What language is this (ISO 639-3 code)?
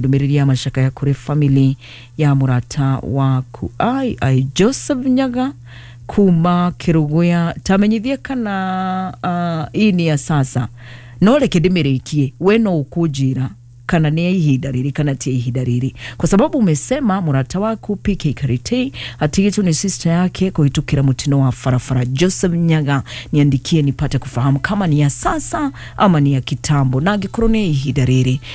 kik